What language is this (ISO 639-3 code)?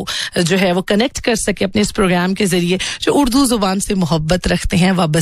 hin